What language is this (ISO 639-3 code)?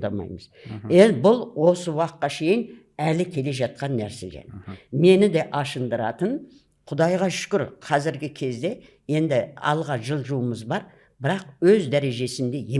kaz